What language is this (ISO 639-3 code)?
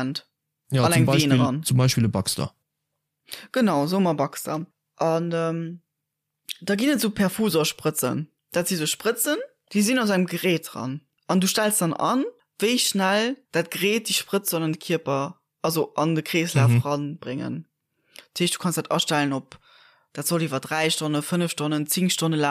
ltz